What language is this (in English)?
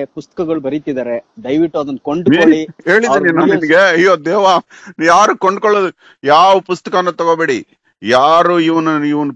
Kannada